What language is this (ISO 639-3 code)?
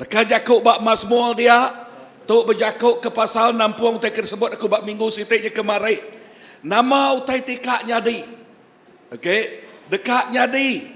iba